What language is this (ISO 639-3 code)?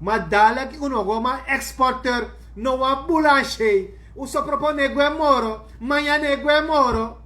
srn